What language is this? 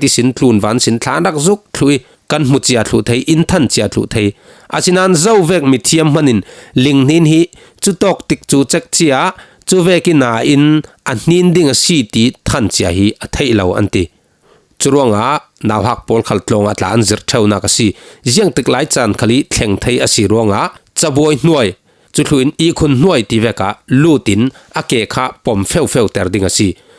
Falam Chin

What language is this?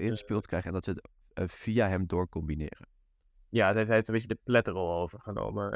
Dutch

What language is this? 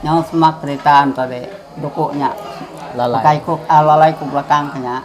Iban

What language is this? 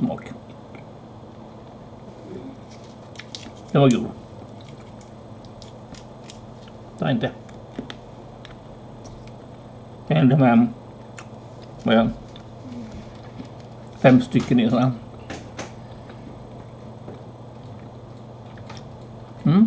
Swedish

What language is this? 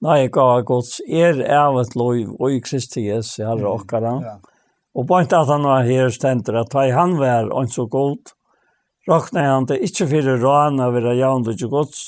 Faroese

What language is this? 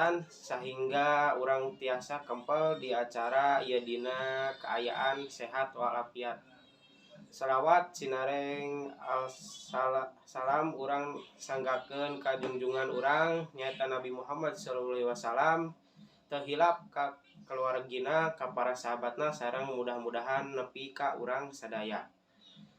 Sundanese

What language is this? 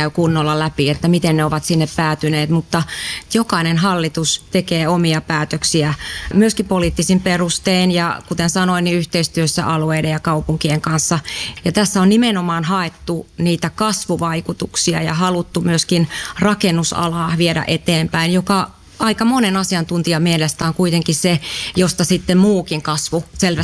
Finnish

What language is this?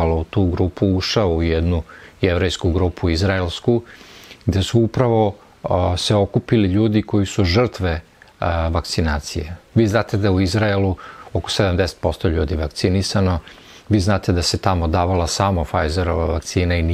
Serbian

